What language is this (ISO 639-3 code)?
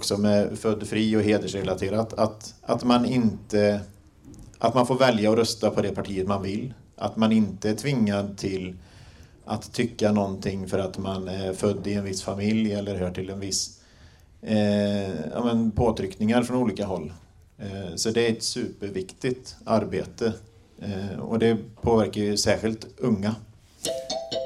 swe